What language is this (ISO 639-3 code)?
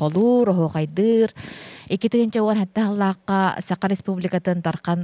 sah